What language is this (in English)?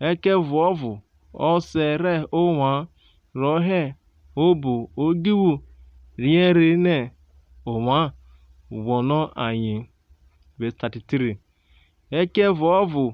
Urhobo